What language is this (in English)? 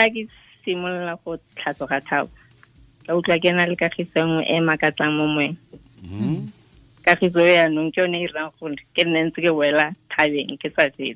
Tswana